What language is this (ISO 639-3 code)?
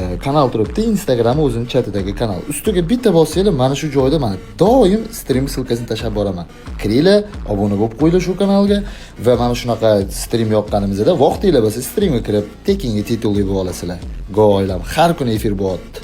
uzb